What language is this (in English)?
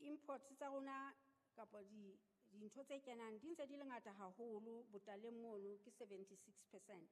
Southern Sotho